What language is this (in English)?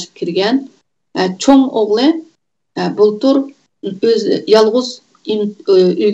Uyghur